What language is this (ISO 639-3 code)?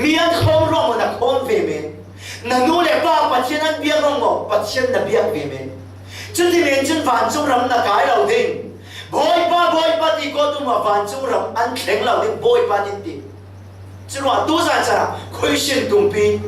cfm